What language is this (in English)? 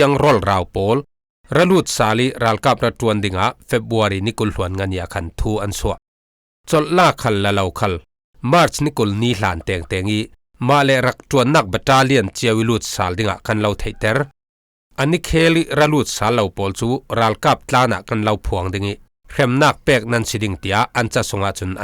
Falam Chin